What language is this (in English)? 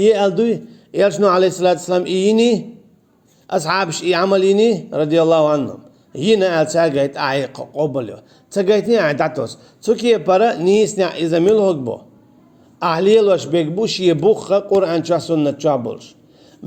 Chechen